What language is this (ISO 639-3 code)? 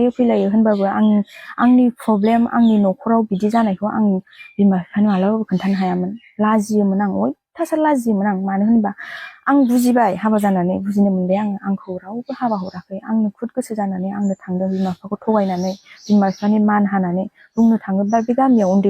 brx